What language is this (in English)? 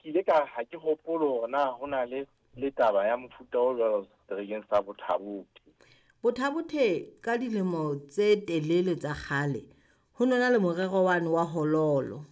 Southern Sotho